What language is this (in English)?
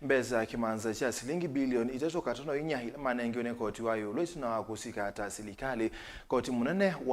Kamba